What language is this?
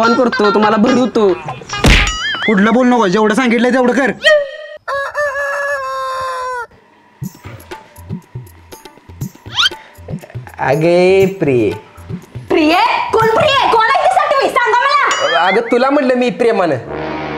Marathi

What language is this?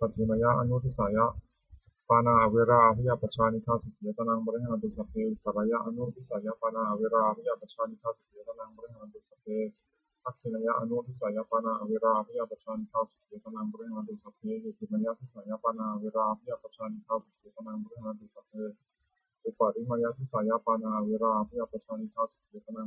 Pali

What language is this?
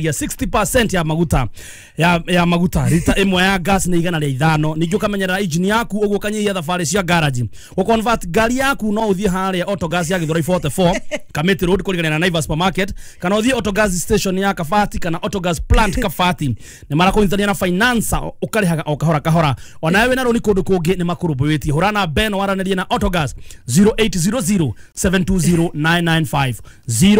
Kikuyu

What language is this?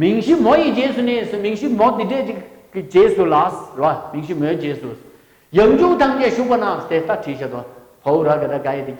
Tibetan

